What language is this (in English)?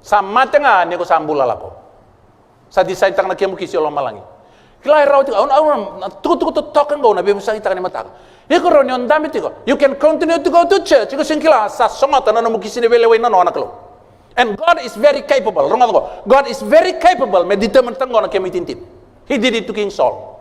Fijian